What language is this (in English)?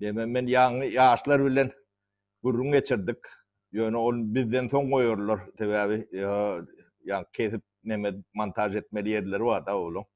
Turkmen